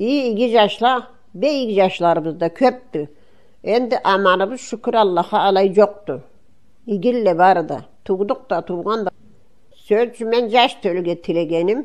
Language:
Karachay-Balkar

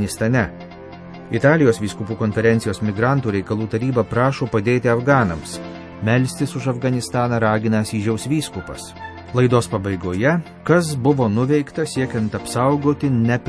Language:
Lithuanian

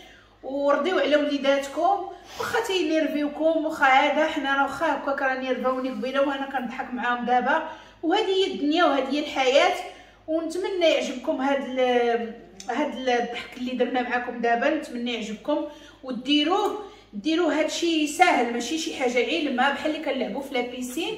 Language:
Moroccan Arabic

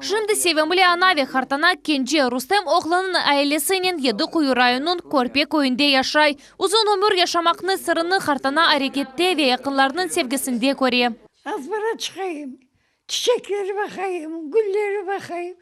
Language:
Crimean Tatar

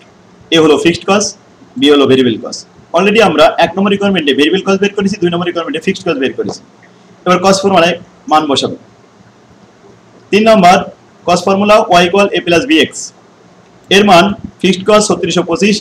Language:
Bangla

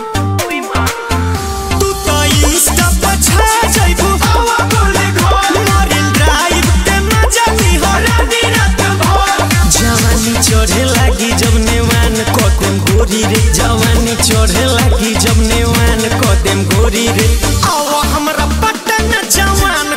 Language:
Bhojpuri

